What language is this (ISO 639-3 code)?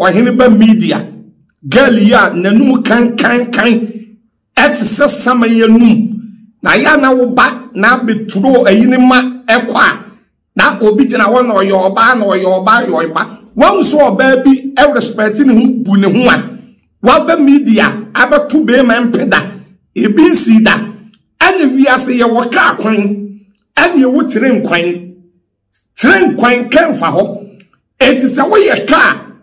aka